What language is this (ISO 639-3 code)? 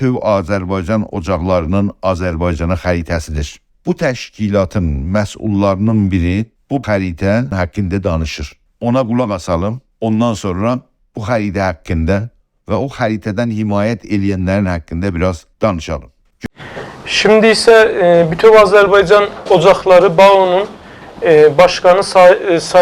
azb